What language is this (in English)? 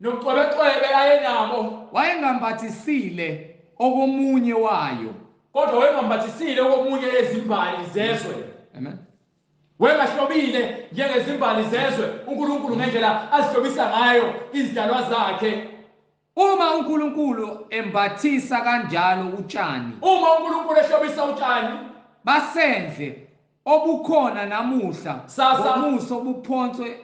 Zulu